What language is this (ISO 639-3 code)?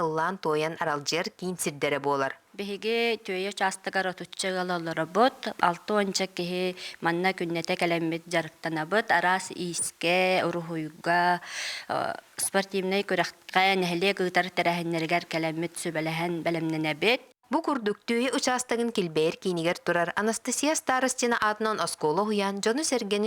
sah